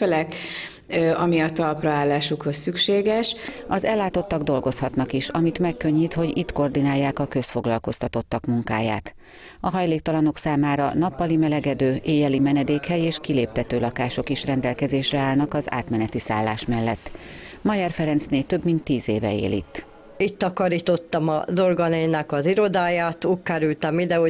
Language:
Hungarian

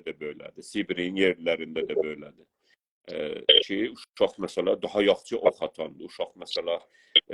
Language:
South Azerbaijani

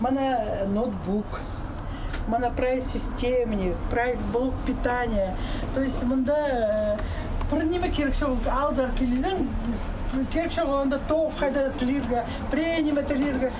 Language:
Khakas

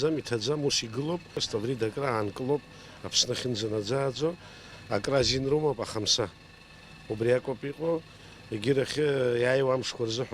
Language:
Abkhazian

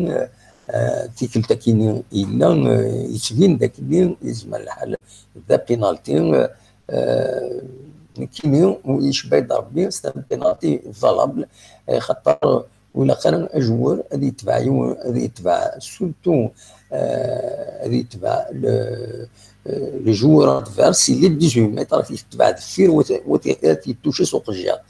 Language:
Kabyle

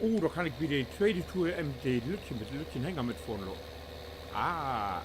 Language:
Low German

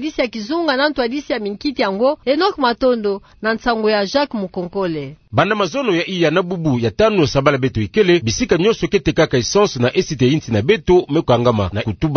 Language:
Kituba (Democratic Republic of Congo)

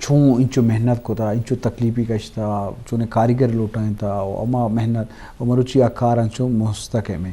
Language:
Eastern Balochi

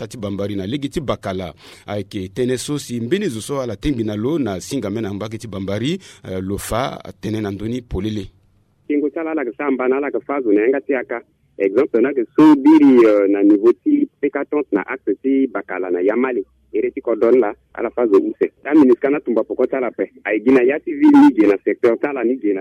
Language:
Sango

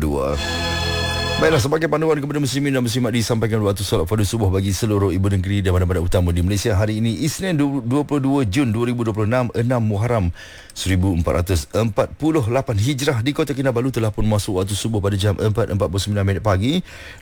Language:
Malay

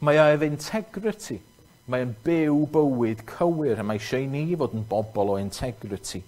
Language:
Welsh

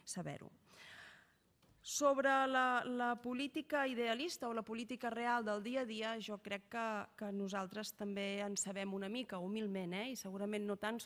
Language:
Catalan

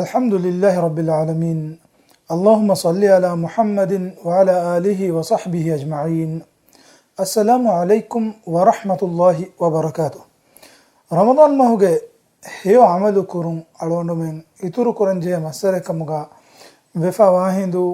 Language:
Divehi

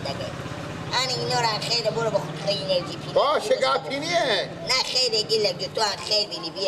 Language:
Persian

